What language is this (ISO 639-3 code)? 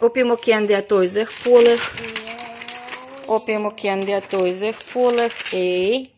olo